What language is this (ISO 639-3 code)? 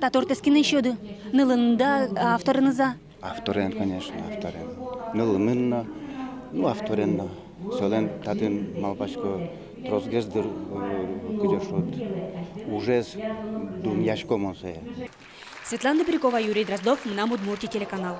udm